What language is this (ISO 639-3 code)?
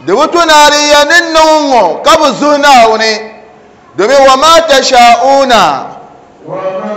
dag